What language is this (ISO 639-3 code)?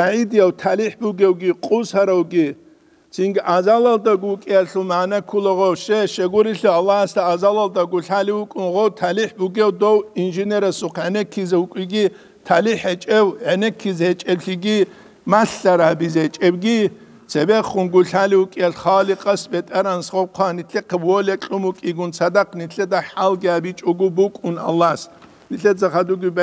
ava